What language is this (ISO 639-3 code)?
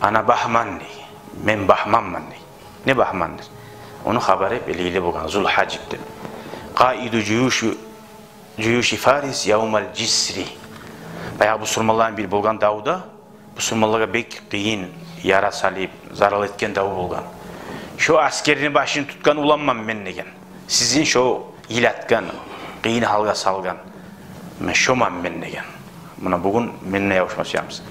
kum